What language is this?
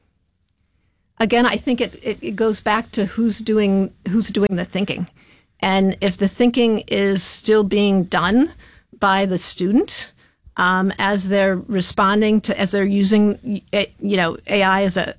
English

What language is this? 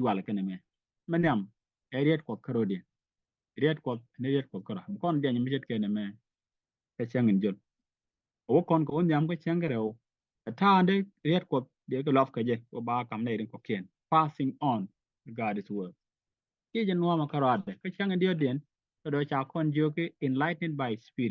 Nuer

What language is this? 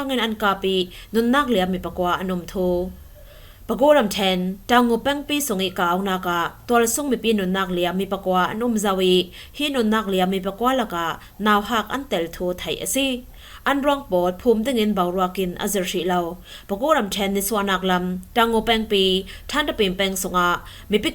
Falam Chin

